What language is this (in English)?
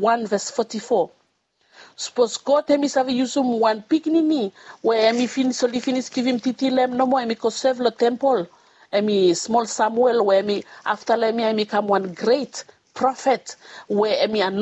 Bislama